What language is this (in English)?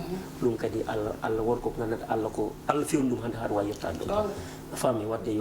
Fula